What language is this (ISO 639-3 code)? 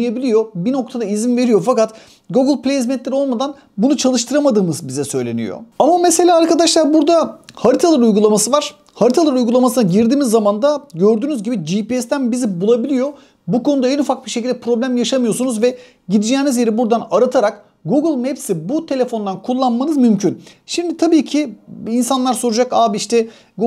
tur